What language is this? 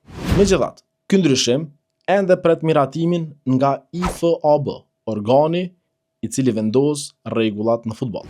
Albanian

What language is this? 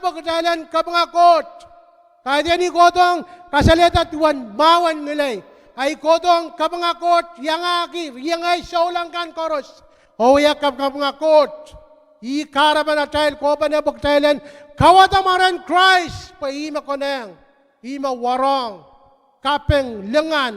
Pohnpeian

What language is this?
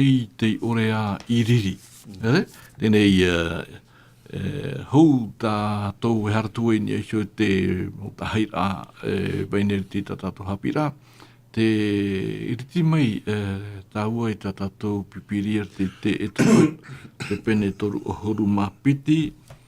Tahitian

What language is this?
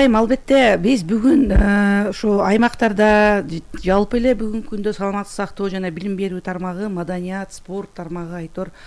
Kyrgyz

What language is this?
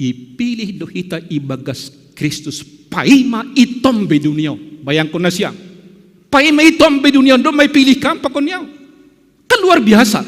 Batak Simalungun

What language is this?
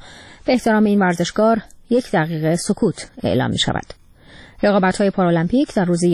Persian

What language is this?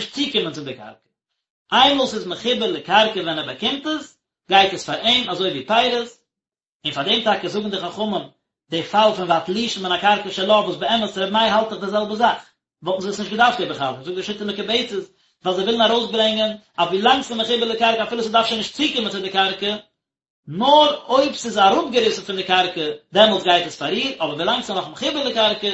Yiddish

